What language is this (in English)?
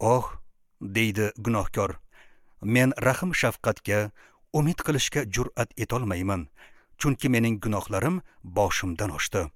Uzbek